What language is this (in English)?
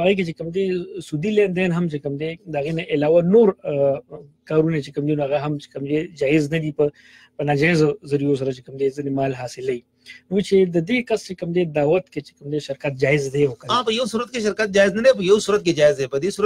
Pashto